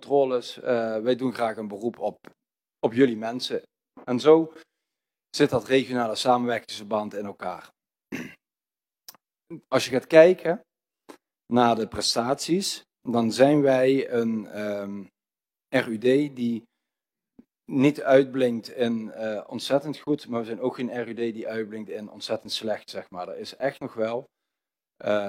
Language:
Dutch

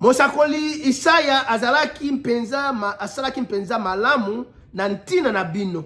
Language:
Lingala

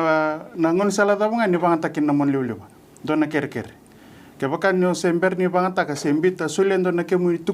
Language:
Fijian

